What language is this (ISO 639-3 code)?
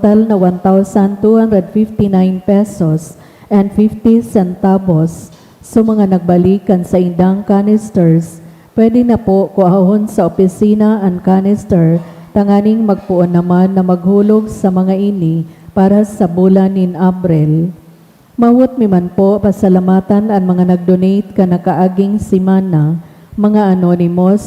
bik